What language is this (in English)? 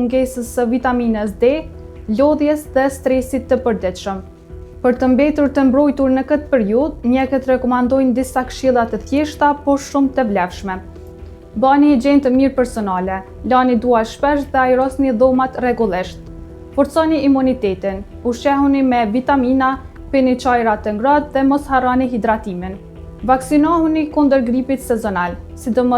Albanian